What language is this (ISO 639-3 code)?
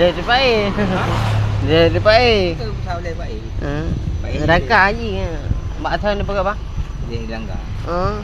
ace